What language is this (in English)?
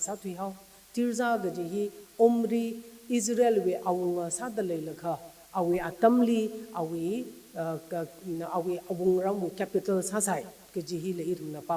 Tangkhul Naga (India)